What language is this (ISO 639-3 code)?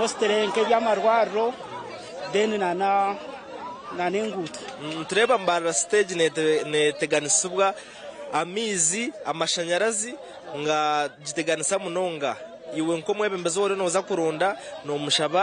nyn